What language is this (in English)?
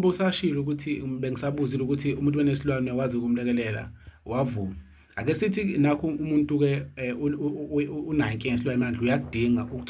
Zulu